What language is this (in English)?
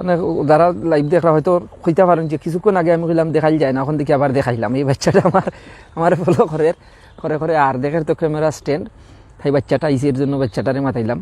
Sylheti